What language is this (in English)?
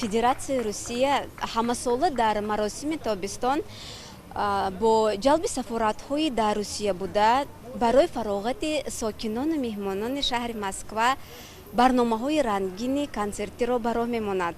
Tajik